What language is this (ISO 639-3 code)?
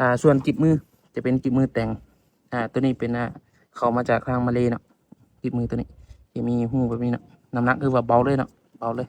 lao